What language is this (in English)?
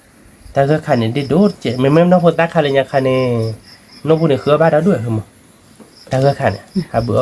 S'gaw Karen